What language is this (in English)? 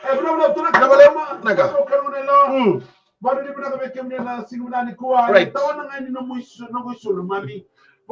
Fijian